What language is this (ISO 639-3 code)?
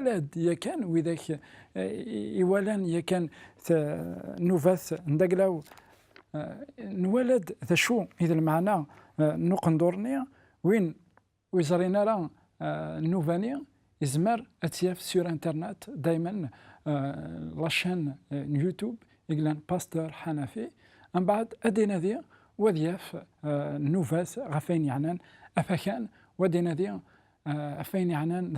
kab